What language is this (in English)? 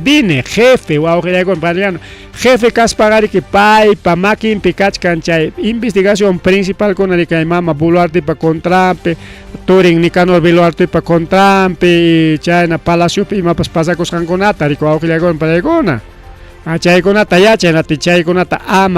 Ayacucho Quechua